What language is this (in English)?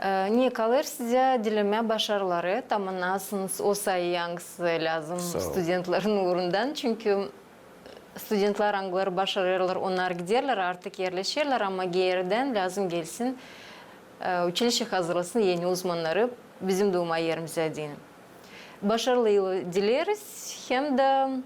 Gagauz